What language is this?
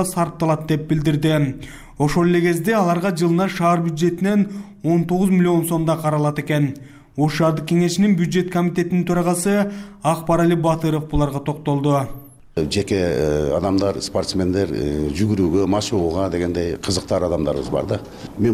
Kyrgyz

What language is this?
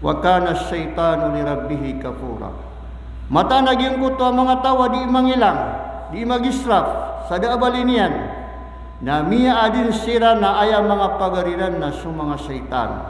Maranao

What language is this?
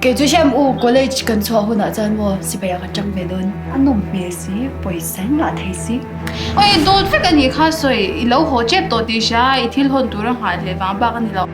Mizo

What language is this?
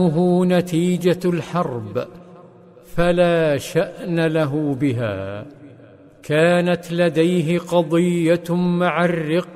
Arabic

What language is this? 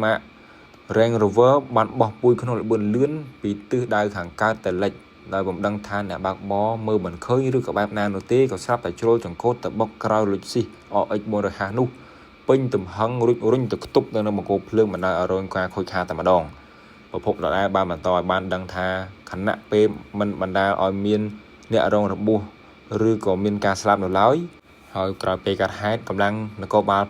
Khmer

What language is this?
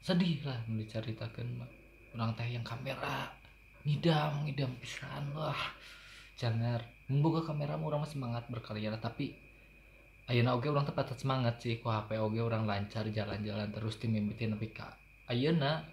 Sundanese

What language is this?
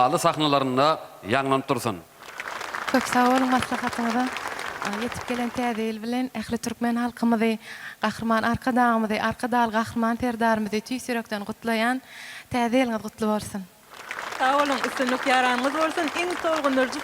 Turkmen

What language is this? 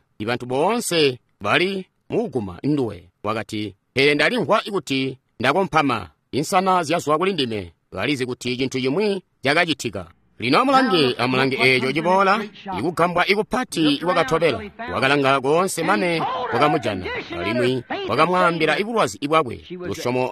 Tonga (Zambia)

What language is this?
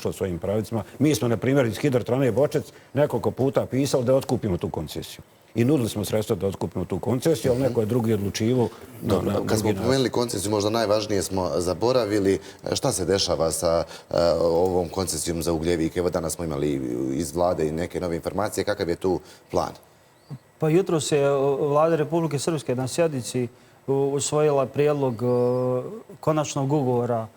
Bosnian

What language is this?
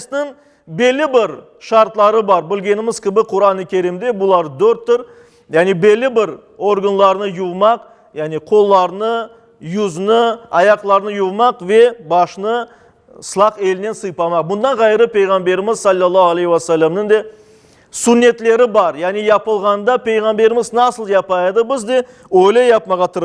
Crimean Tatar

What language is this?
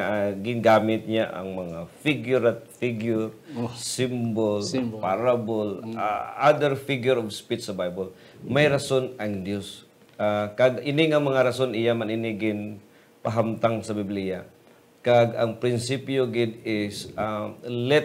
Hiligaynon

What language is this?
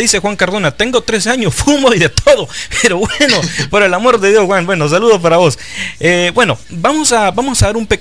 Spanish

